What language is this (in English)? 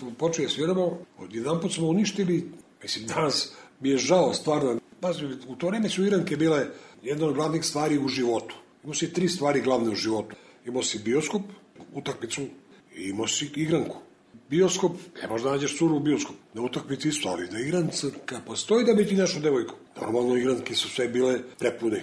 Serbian